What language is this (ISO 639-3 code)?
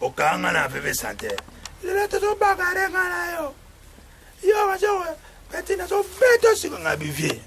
lin